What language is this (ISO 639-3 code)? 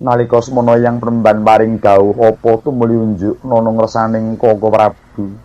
jav